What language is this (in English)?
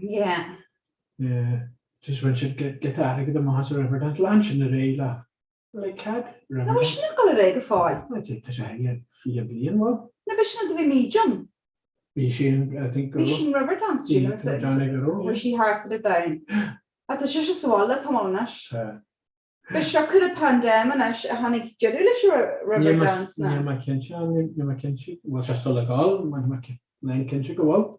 Irish